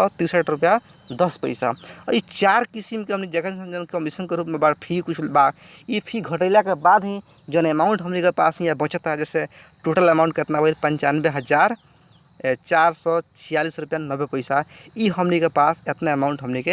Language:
Bhojpuri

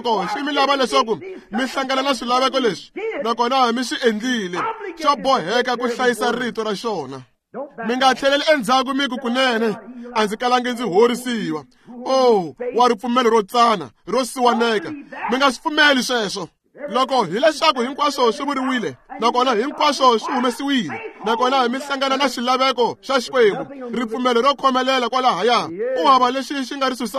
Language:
Tsonga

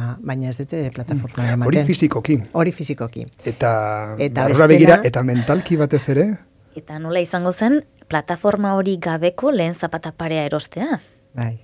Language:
Basque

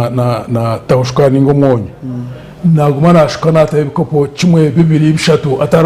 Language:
Nyankole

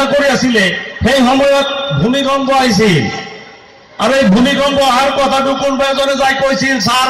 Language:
Assamese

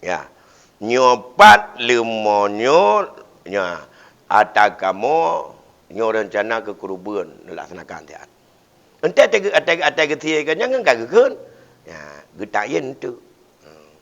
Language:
Achinese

